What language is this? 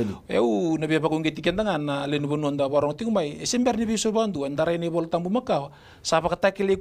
Fijian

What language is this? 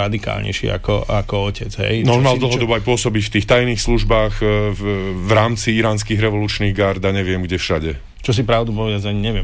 Slovak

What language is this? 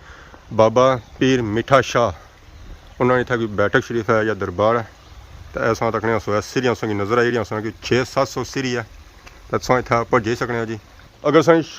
Pahari-Potwari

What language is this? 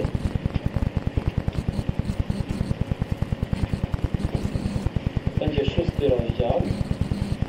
Polish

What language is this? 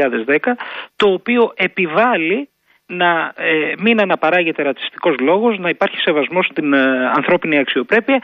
Greek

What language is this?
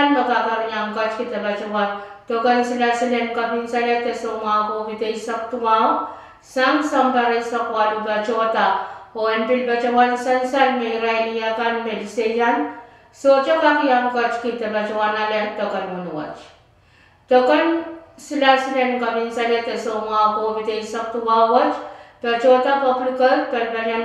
Pohnpeian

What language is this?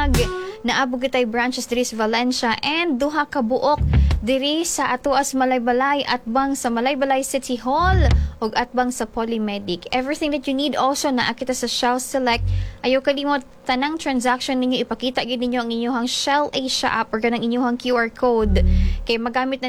Cebuano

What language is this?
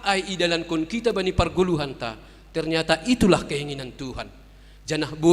Batak Simalungun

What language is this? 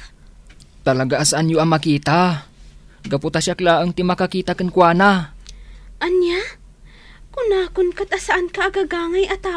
Iloko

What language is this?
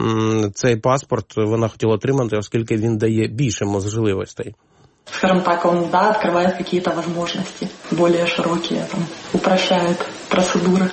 Ukrainian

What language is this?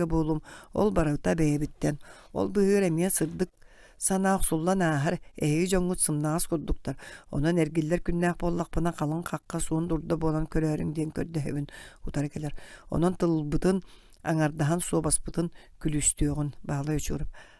Yakut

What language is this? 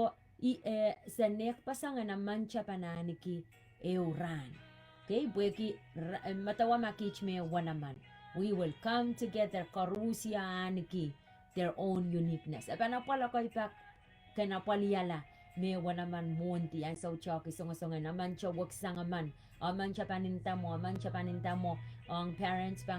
Pohnpeian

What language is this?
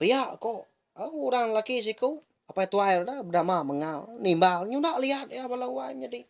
Iban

